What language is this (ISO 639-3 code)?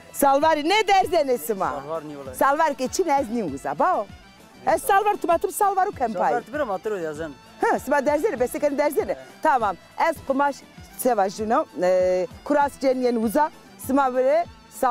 zza